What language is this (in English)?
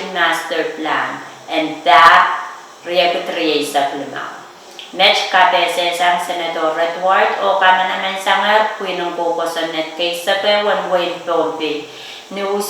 Pohnpeian